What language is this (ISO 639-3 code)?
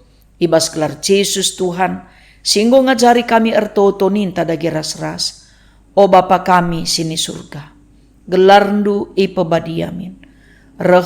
btx